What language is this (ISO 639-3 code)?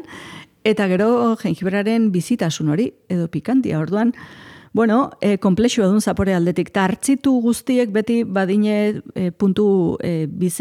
eus